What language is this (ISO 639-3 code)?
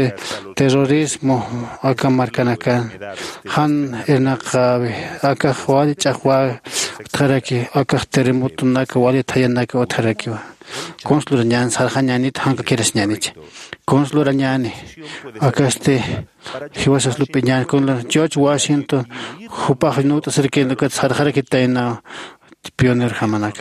aym